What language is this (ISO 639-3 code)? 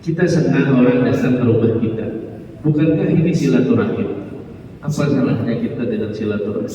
bjn